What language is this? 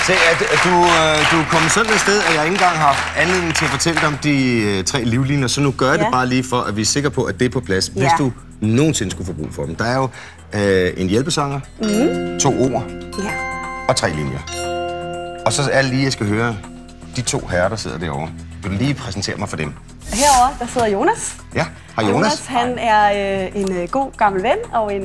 Danish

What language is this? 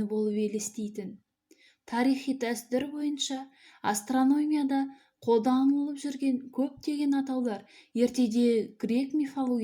Kazakh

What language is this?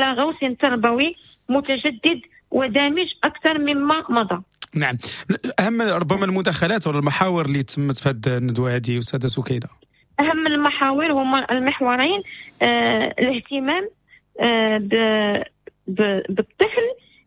Moroccan Arabic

